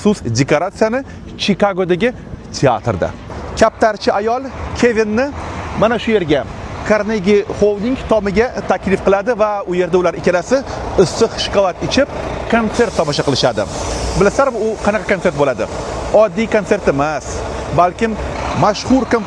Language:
Uzbek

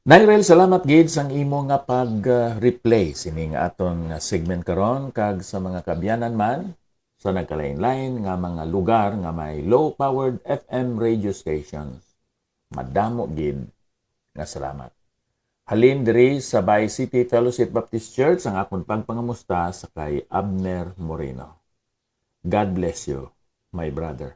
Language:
Hiligaynon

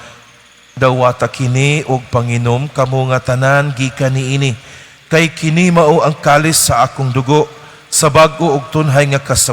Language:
Cebuano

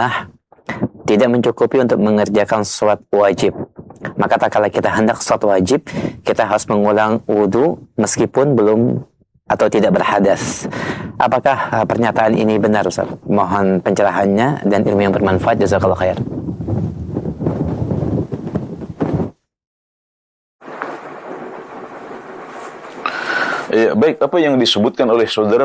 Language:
Indonesian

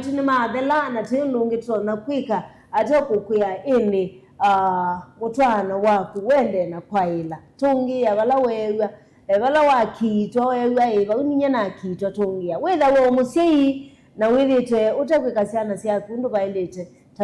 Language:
Kamba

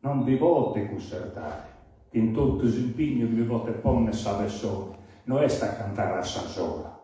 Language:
Sardinian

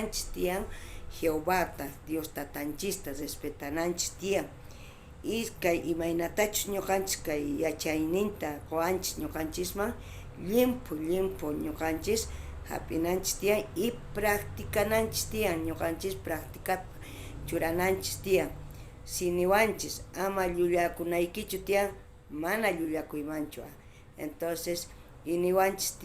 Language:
South Bolivian Quechua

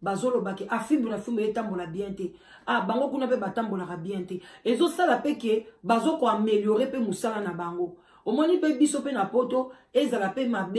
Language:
Lingala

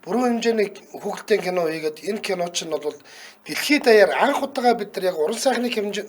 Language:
Mongolian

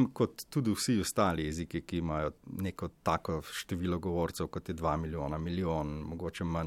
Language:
Slovenian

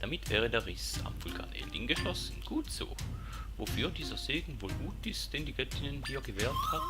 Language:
Swiss German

